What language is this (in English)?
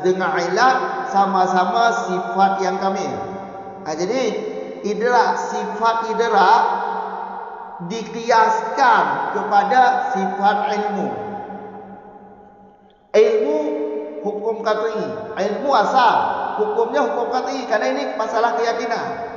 Malay